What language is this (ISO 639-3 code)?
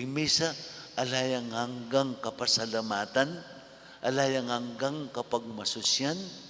pam